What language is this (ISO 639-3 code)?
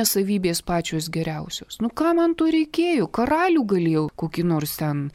lit